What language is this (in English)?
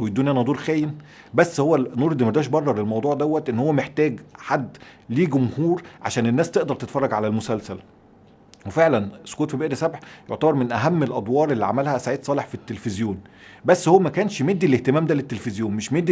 Egyptian Arabic